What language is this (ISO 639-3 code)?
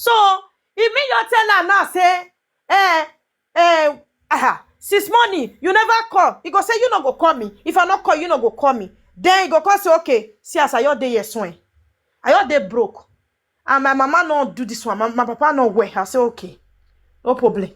pcm